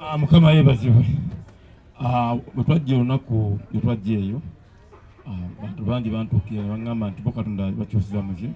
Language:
Ganda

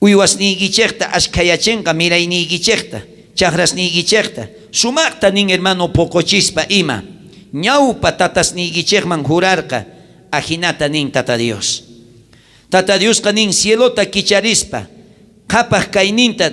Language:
South Bolivian Quechua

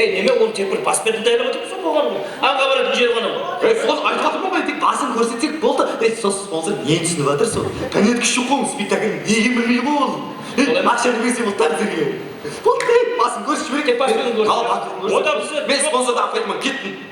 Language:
Kara-Kalpak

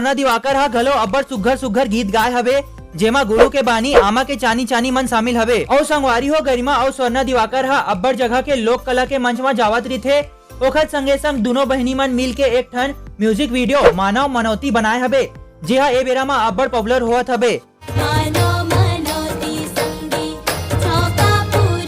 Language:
Chhattisgarhi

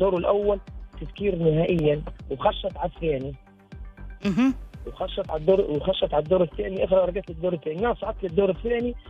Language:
Tunisian Arabic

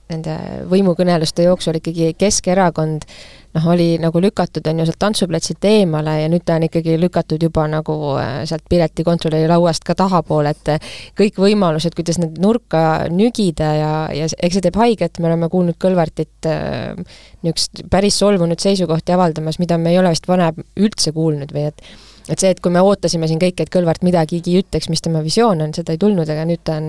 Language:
Estonian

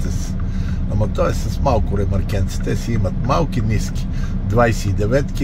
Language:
Bulgarian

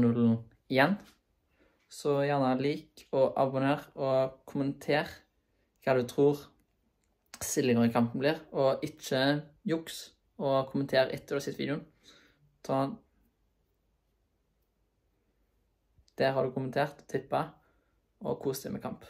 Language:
Norwegian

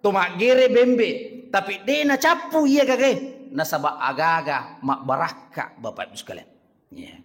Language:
Buginese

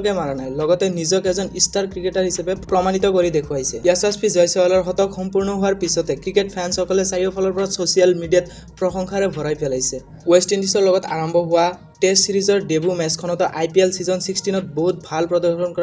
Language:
Assamese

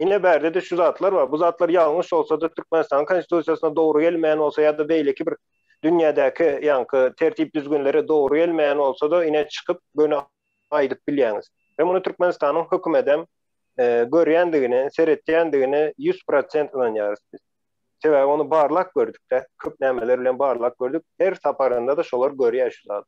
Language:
Turkmen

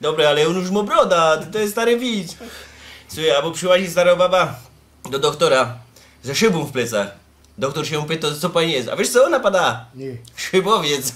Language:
Silesian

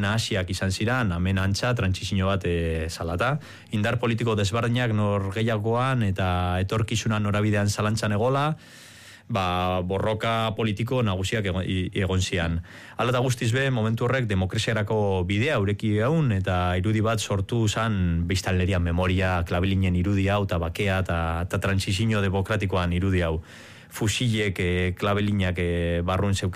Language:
Basque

